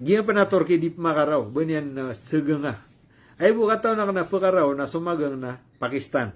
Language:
Maranao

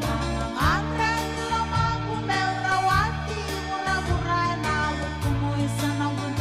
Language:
Fijian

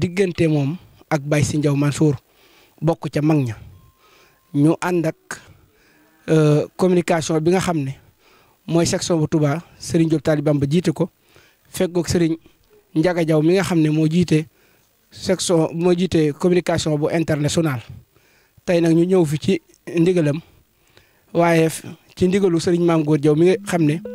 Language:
Wolof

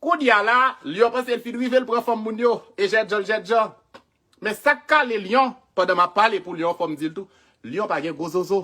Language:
Haitian Creole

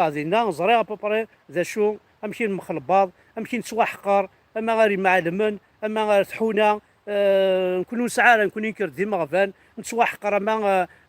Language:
Kabyle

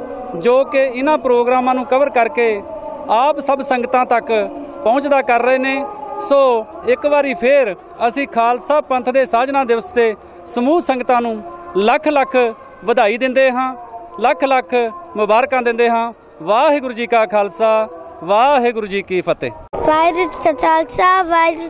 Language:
Punjabi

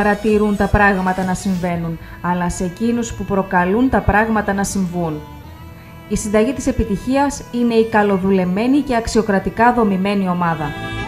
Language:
Greek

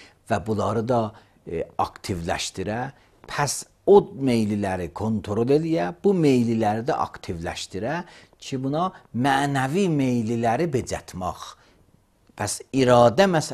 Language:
Azerbaijani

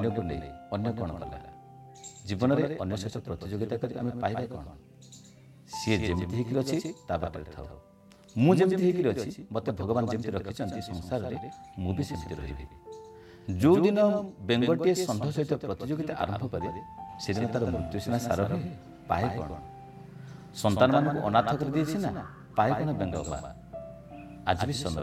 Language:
Odia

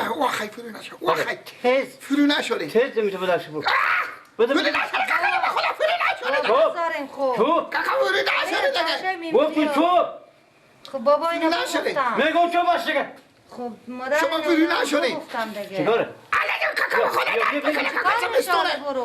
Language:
Persian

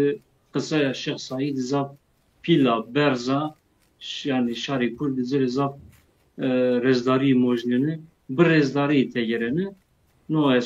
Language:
Zaza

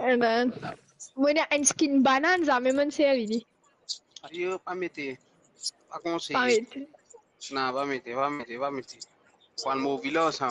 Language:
Morisyen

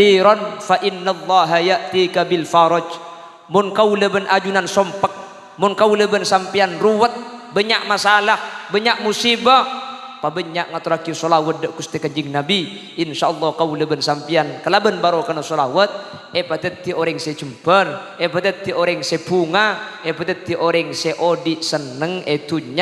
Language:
Madurese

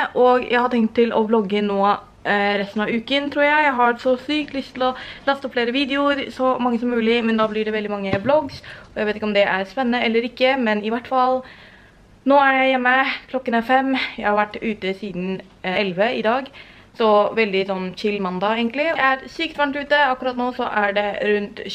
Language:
Norwegian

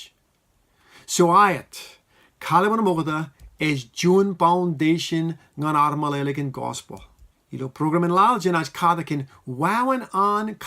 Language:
Marshallese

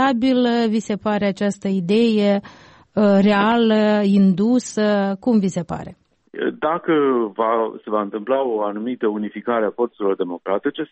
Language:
Romanian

